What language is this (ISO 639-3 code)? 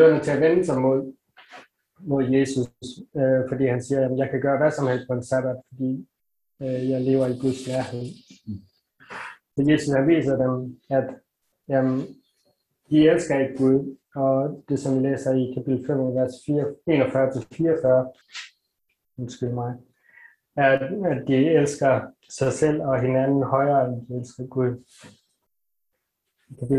dan